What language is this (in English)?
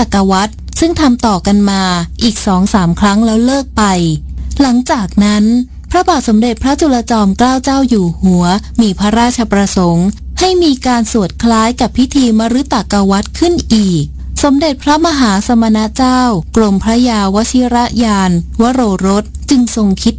Thai